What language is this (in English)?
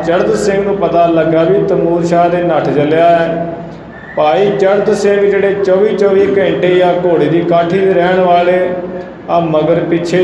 Punjabi